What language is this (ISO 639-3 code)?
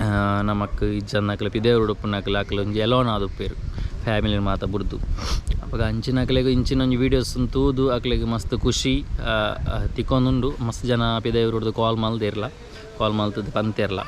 tcy